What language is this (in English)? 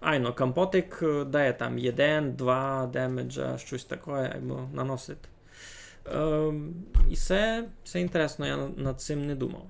Rusyn